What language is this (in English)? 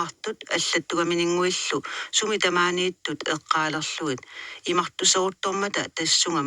Kalaallisut